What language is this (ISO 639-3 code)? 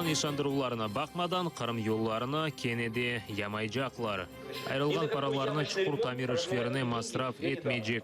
crh